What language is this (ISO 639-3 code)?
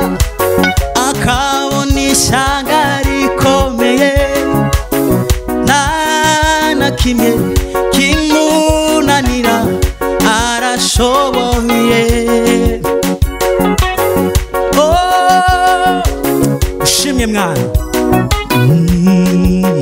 kin